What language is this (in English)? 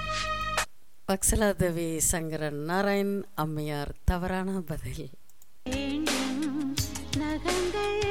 Tamil